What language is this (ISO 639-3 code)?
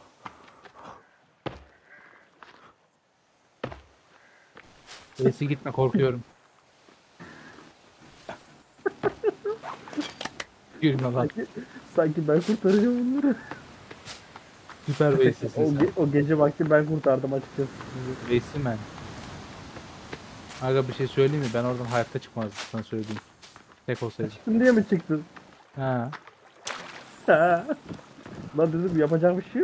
tur